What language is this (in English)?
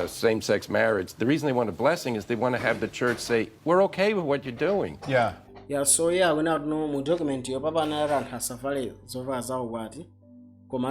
Nyanja